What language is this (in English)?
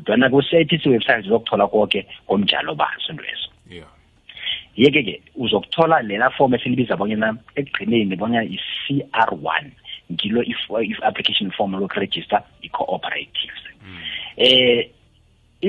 South Ndebele